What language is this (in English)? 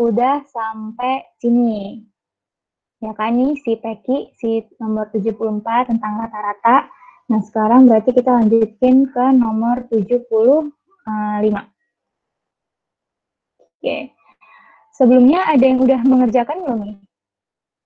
Indonesian